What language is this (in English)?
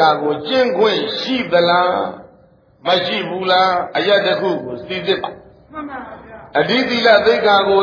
Burmese